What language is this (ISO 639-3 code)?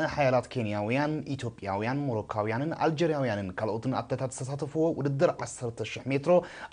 tir